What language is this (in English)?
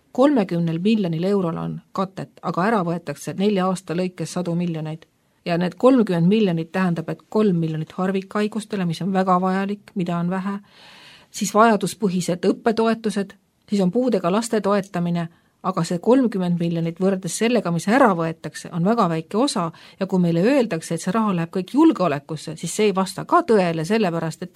Estonian